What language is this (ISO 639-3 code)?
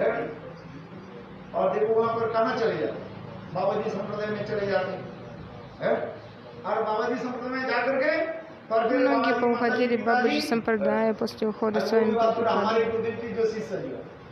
rus